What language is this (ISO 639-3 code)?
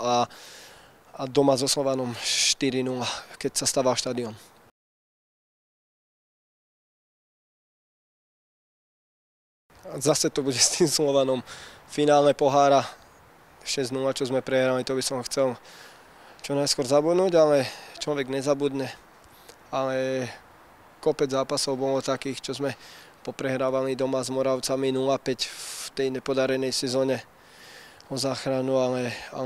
slk